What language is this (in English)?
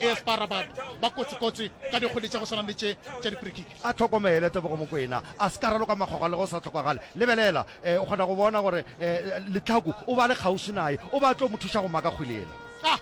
Northern Sotho